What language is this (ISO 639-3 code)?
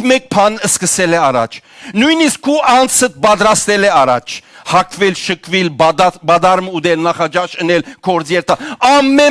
hyw